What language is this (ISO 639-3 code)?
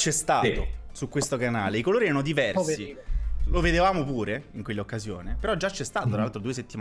ita